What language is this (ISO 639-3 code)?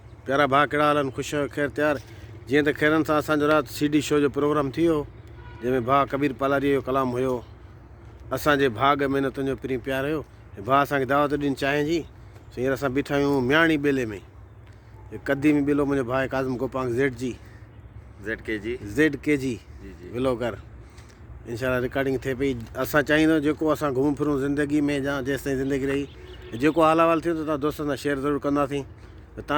snd